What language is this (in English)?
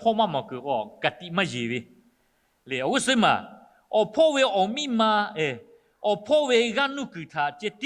Lahu